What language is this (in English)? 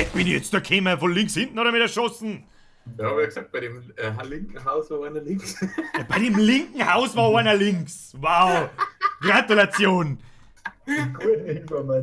Bavarian